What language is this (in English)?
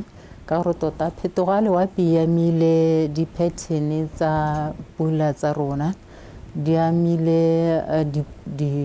Tswana